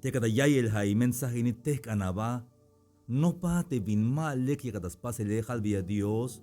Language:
Tzeltal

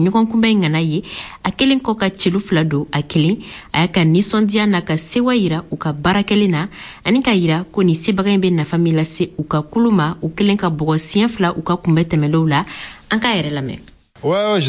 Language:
Bambara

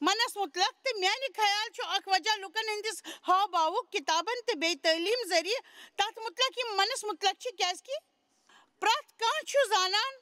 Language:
Kashmiri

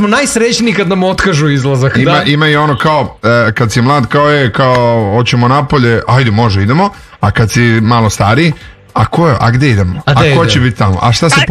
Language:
Serbian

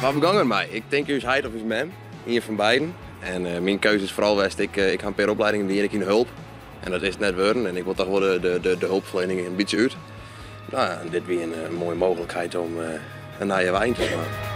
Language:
Western Frisian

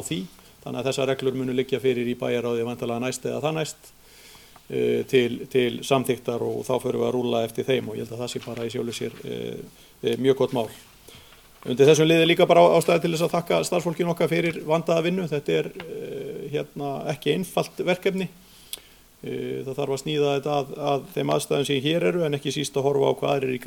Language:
Icelandic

